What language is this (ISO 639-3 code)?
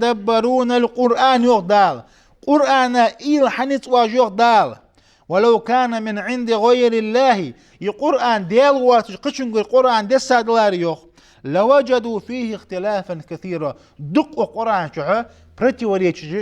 inh